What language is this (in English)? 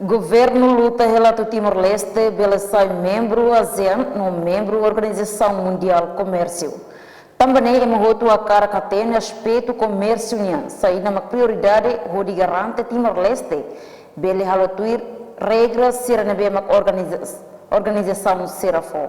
Tetum